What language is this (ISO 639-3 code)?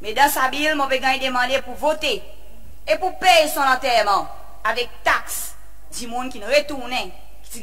crs